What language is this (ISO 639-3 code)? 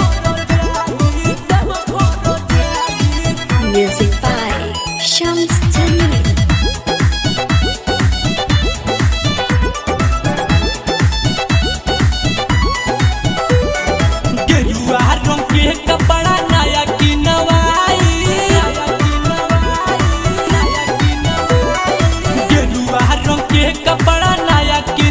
bho